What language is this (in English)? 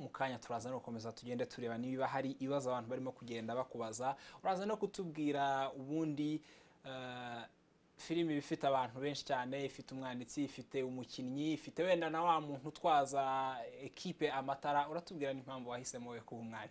Kinyarwanda